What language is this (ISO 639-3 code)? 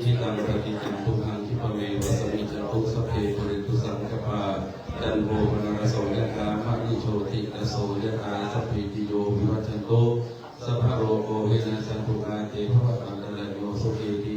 pli